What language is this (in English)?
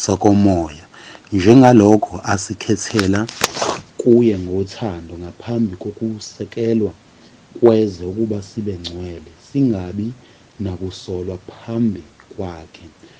Zulu